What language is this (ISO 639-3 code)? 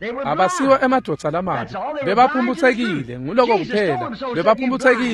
ssw